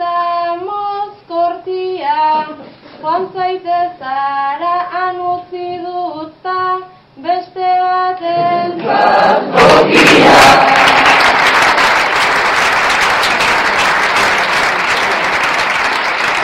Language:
Basque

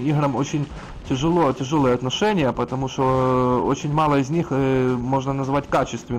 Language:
Russian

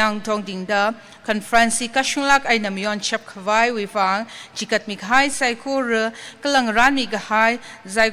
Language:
Tangkhul Naga (India)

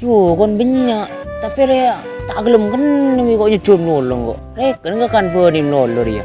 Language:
Madurese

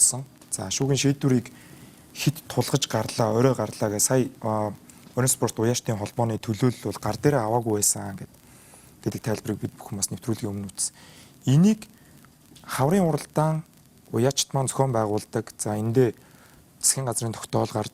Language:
Mongolian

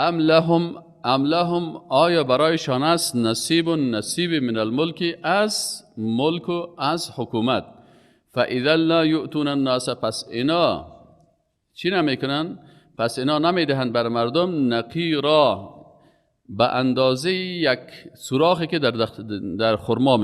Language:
Persian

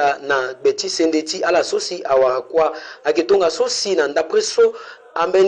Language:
Sango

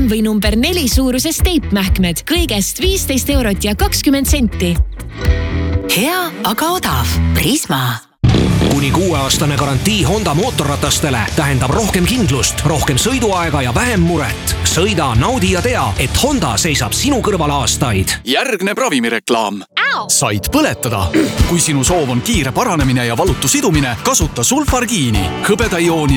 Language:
Estonian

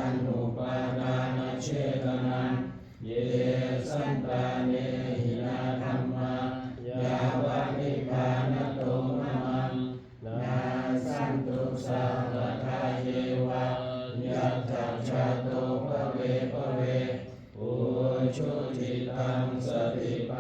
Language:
Pali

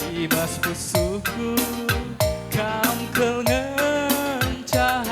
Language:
Batak Karo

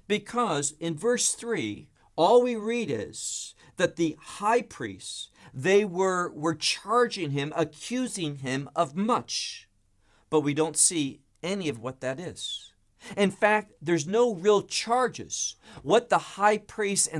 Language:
English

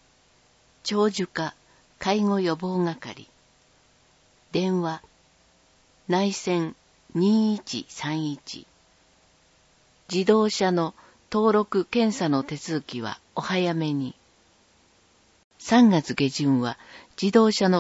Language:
Japanese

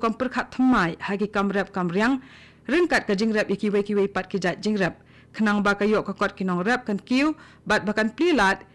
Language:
Khasi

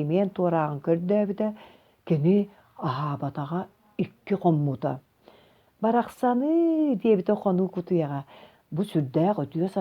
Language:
Yakut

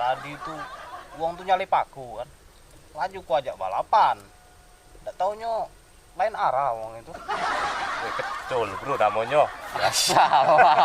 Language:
Musi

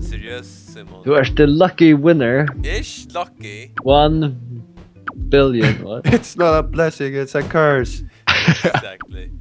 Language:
Faroese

